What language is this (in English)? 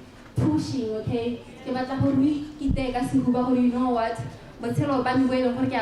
Tswana